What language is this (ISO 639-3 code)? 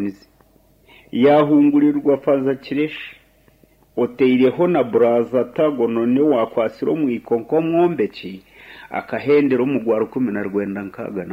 nyn